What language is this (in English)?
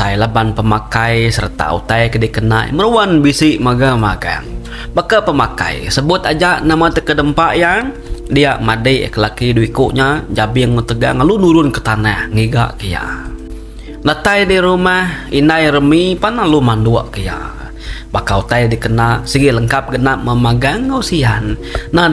Iban